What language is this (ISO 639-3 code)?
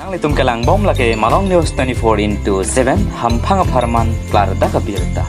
mjw